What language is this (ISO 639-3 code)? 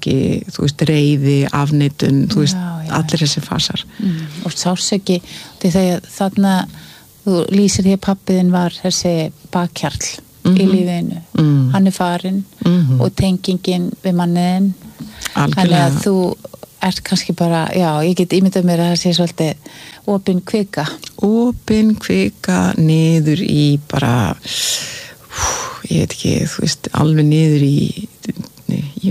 isl